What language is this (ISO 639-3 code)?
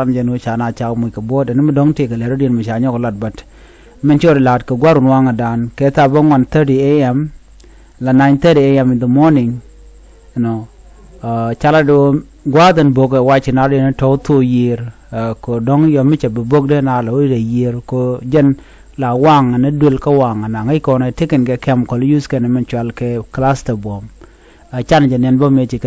nus